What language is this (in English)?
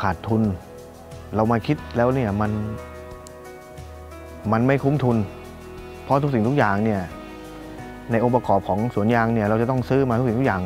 Thai